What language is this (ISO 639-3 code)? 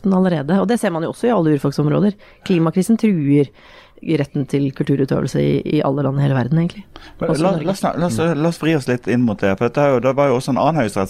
nor